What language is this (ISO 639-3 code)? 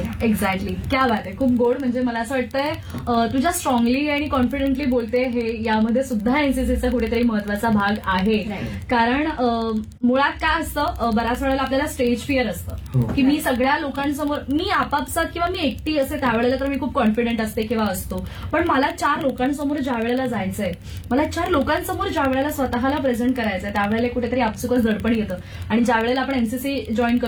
mar